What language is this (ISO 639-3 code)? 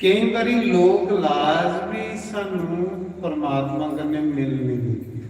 doi